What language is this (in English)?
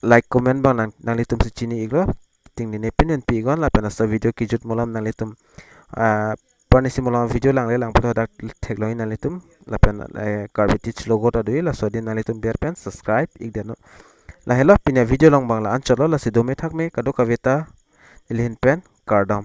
Karbi